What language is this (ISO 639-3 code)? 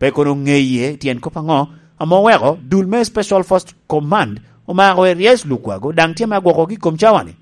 laj